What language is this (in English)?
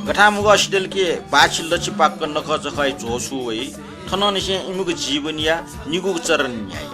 Newari